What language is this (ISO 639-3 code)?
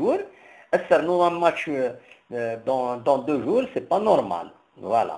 kab